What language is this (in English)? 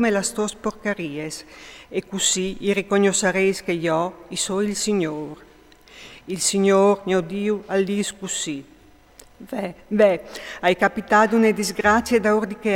Friulian